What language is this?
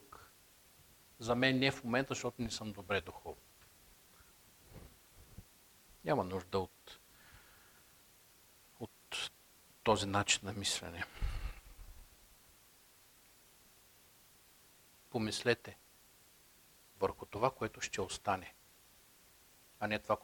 Bulgarian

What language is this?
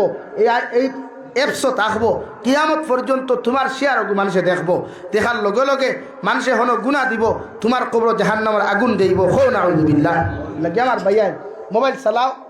Sylheti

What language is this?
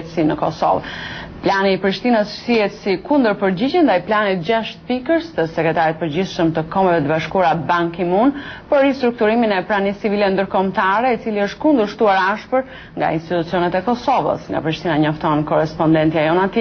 Albanian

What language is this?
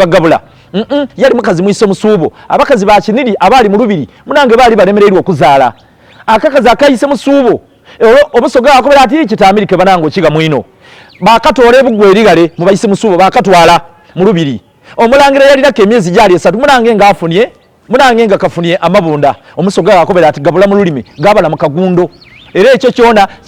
Soga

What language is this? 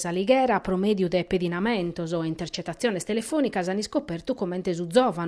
Sardinian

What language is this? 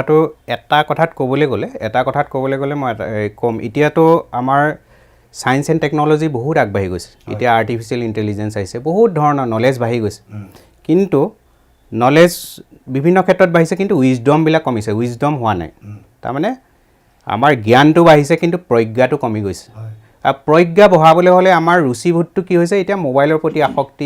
Assamese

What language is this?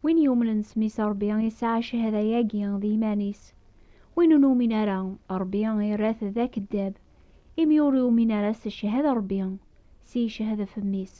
Kabyle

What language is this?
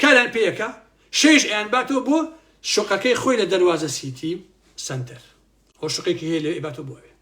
Central Kurdish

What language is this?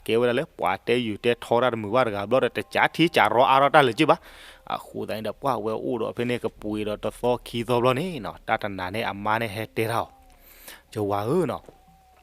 S'gaw Karen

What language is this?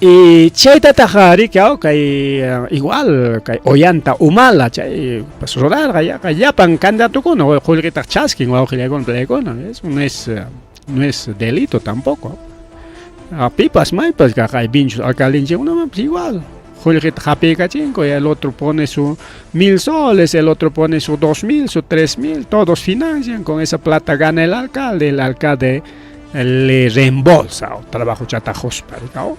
Ayacucho Quechua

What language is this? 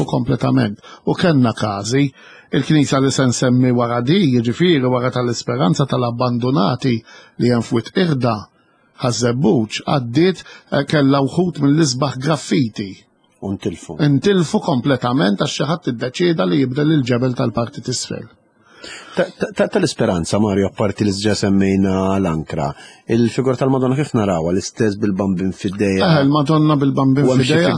Maltese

